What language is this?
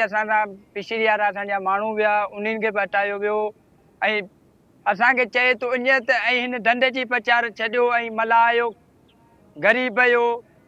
Sindhi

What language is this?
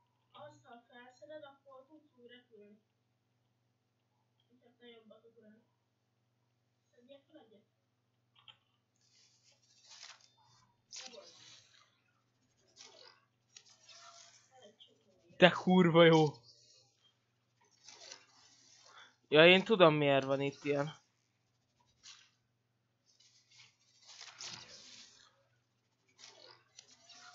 Hungarian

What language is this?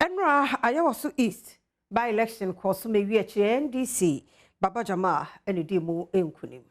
Akan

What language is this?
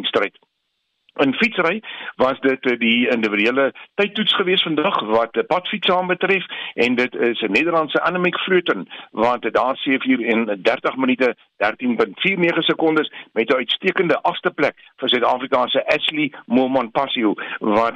Afrikaans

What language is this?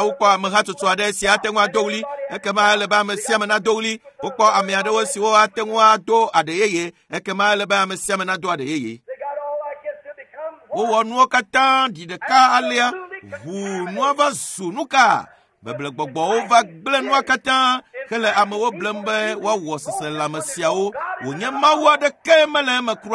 Ewe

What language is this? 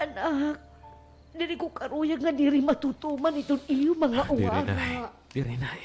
Waray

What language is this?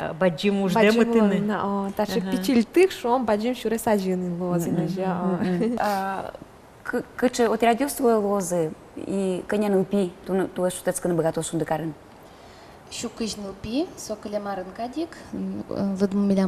Udmurt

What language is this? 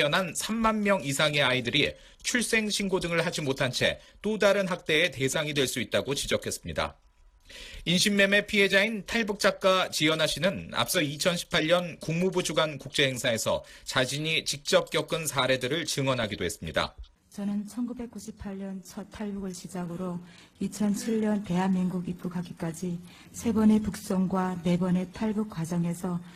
Korean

